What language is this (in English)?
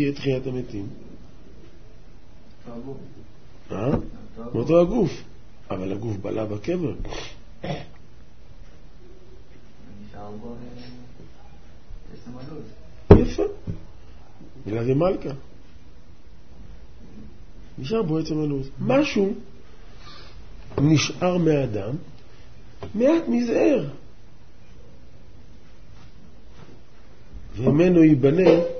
Hebrew